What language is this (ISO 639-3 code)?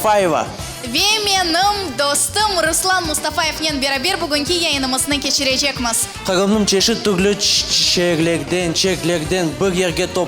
crh